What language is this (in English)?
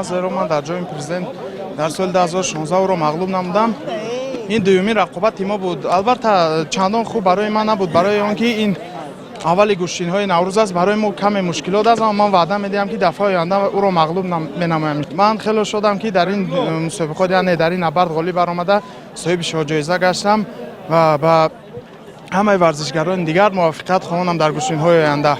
Tajik